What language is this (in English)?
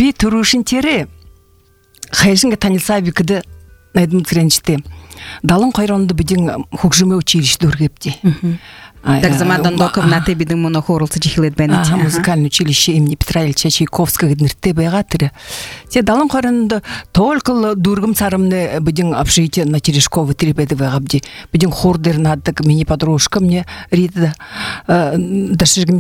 Buriat